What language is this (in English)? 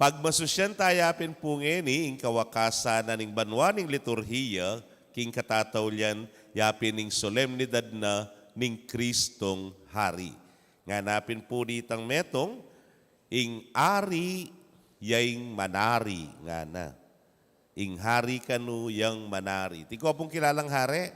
Pampanga